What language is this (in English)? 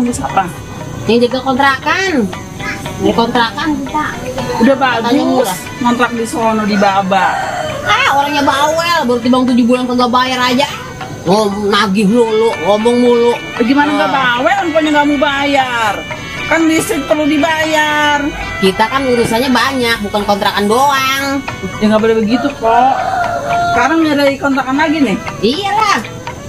Betawi